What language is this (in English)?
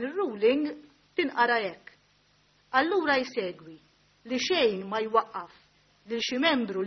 Maltese